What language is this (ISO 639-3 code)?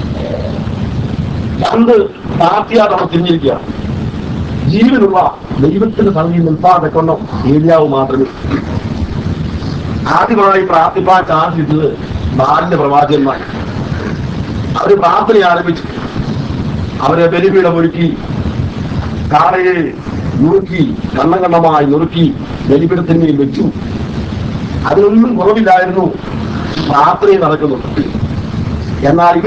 mal